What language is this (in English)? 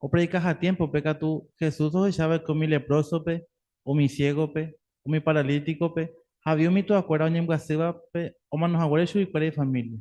Guarani